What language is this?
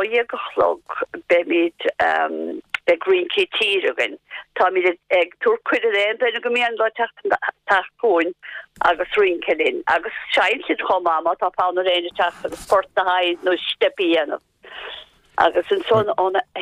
Irish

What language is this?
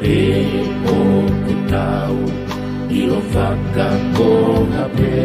Tongan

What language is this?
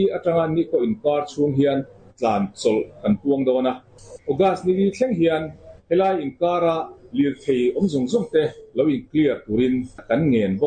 Mizo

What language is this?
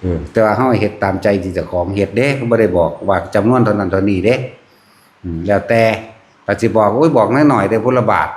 Northeastern Thai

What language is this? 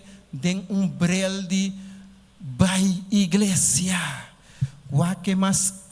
Papiamento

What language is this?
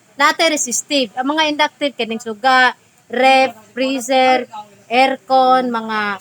Cebuano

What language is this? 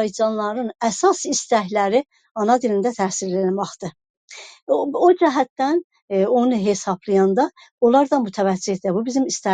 South Azerbaijani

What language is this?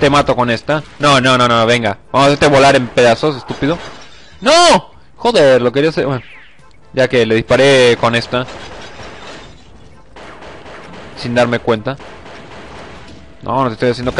Spanish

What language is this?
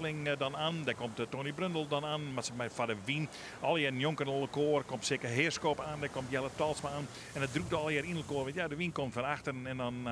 Western Frisian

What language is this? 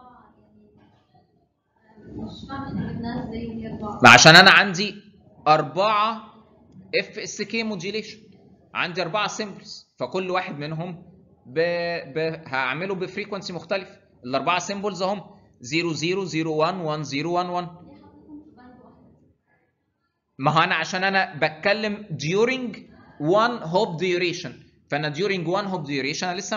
Egyptian Arabic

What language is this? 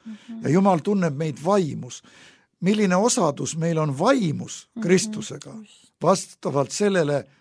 Estonian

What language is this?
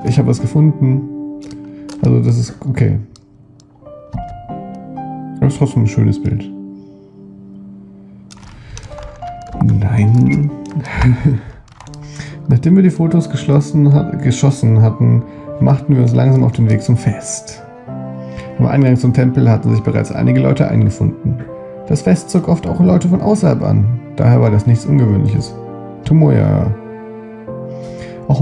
German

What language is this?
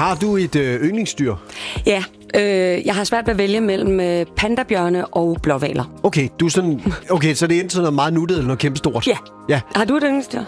Danish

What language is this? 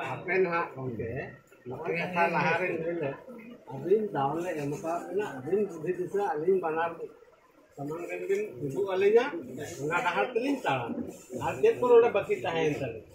Santali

